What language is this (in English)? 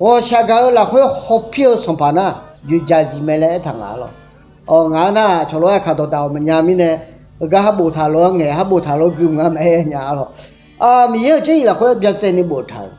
Akha